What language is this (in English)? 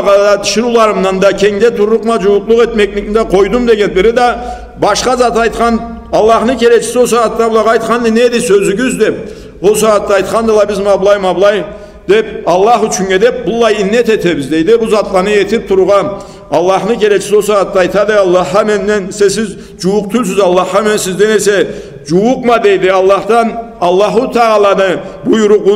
Karachay-Balkar